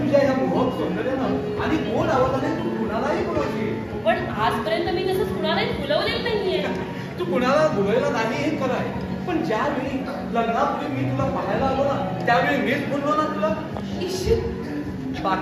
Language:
Marathi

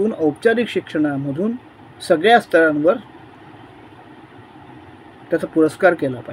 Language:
Marathi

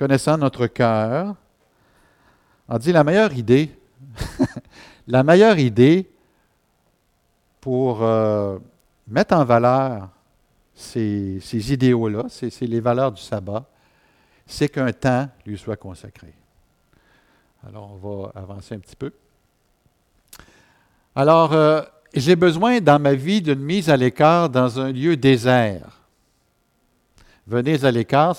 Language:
French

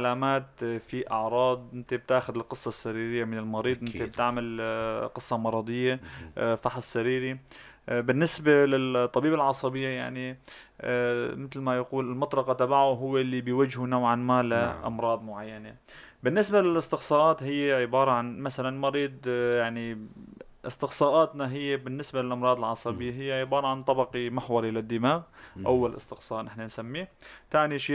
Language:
North Levantine Arabic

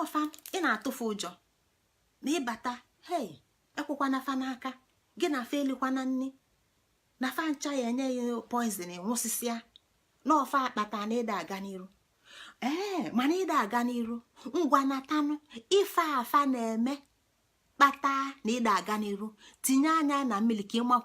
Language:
Igbo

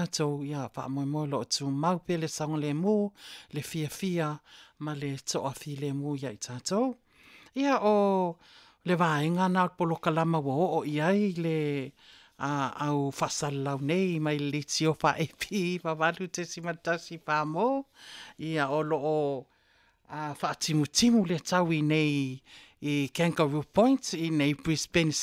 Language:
Samoan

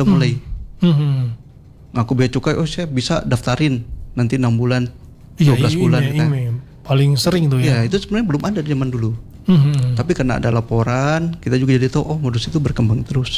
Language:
Indonesian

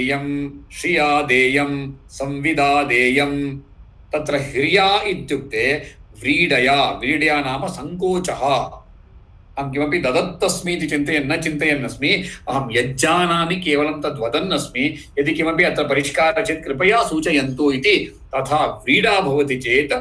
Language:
Sanskrit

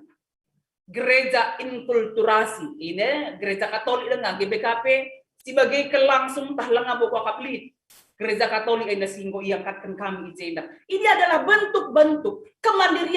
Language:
Batak Karo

